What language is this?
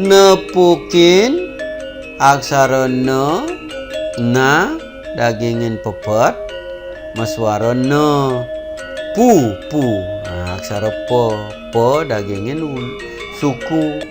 Balinese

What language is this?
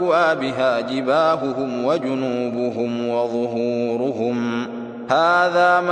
Sundanese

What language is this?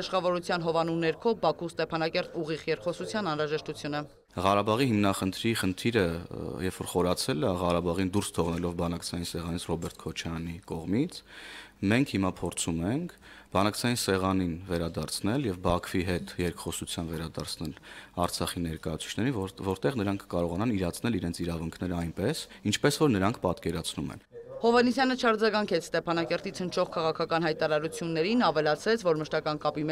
Armenian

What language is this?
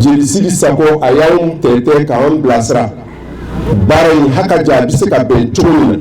Bambara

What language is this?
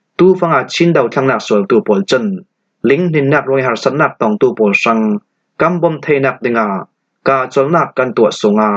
Falam Chin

